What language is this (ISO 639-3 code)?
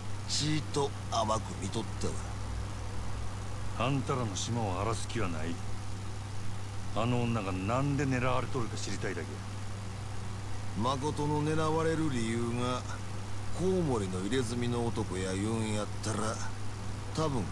jpn